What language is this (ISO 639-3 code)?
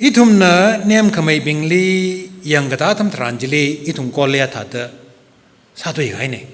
nmf